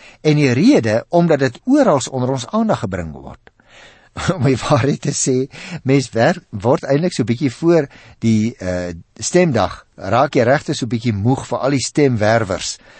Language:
Afrikaans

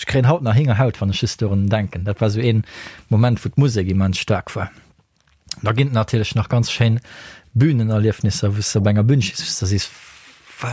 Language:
Luxembourgish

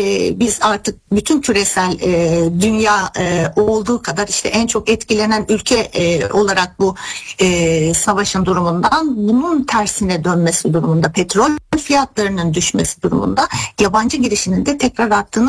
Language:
Turkish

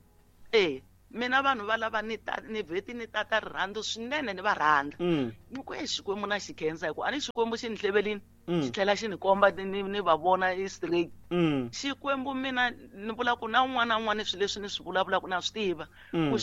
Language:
Tsonga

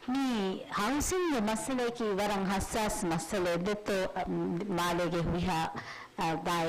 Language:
Divehi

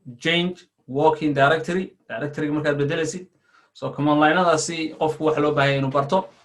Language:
Somali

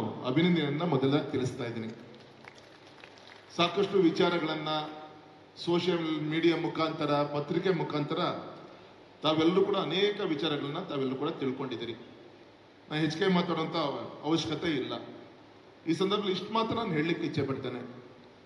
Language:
Kannada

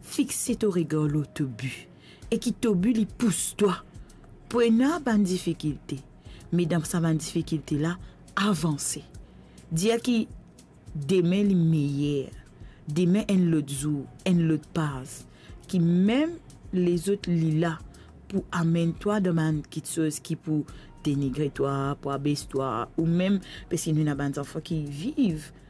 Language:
Morisyen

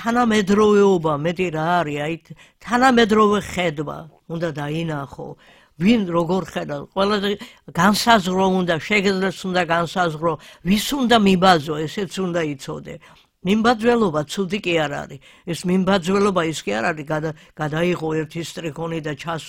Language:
Georgian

